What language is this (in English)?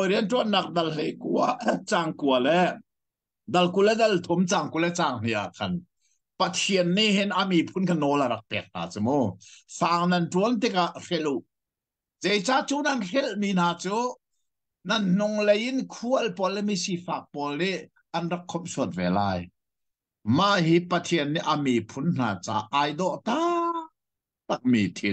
Hakha Chin